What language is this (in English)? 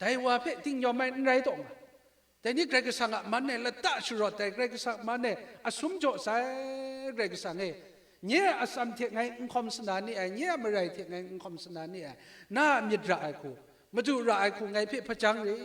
Kachin